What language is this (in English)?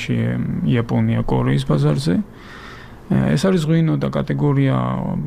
Georgian